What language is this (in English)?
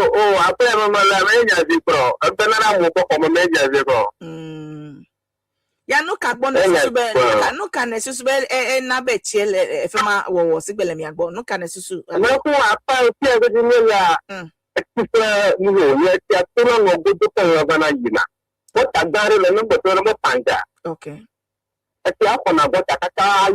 Ewe